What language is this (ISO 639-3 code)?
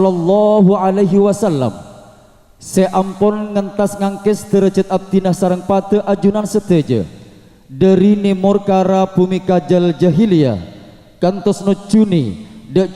mad